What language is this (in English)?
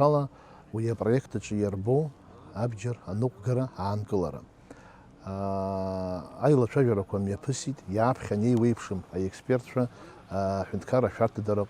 Abkhazian